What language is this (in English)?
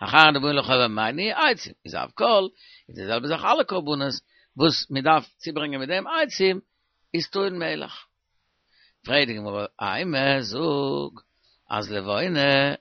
Yiddish